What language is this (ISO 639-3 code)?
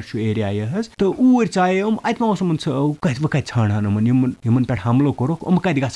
kas